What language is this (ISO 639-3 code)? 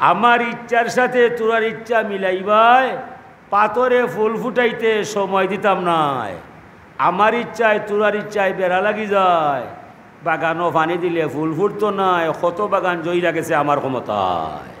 syl